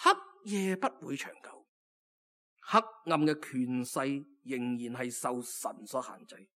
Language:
Cantonese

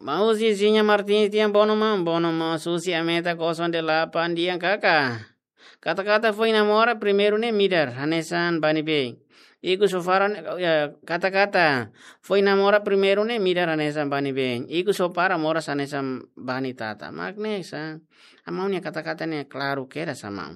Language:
Tetum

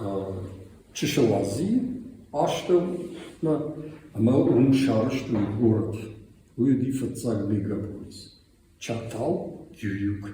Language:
Ossetic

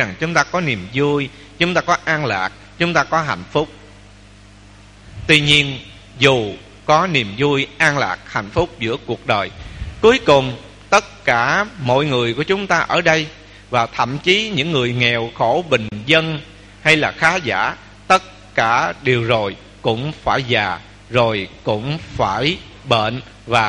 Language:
Vietnamese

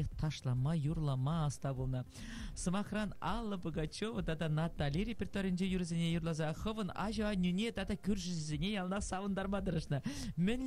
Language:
Chuvash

